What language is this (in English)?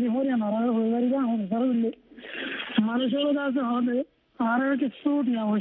Bangla